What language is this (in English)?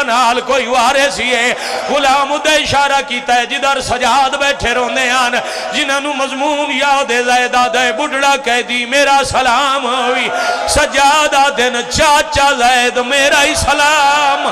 Pahari-Potwari